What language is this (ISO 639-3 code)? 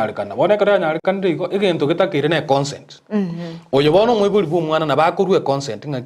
guz